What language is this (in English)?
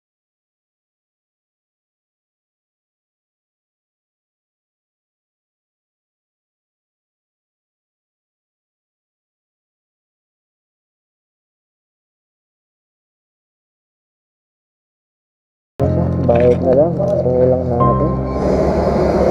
Filipino